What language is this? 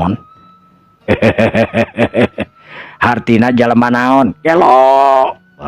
Sundanese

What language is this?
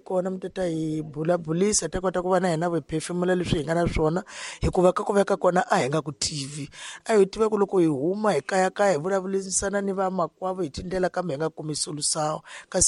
Tsonga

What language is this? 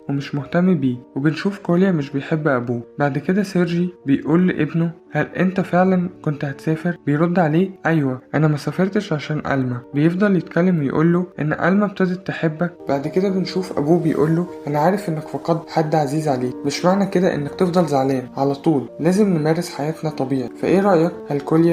Egyptian Arabic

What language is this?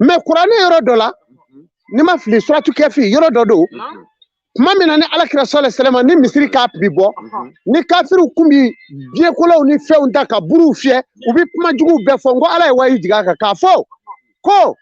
Bambara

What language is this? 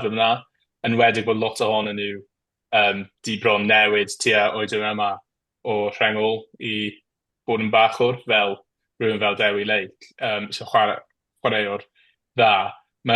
Welsh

